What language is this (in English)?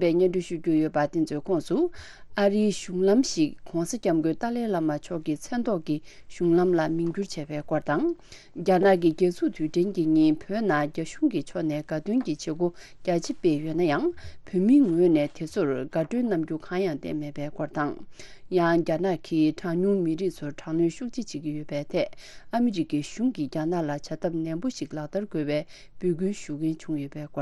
Tibetan